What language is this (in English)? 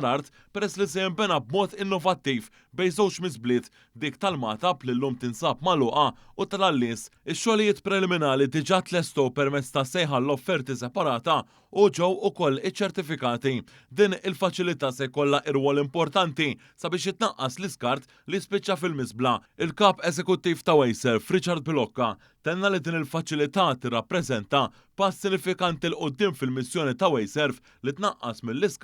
Maltese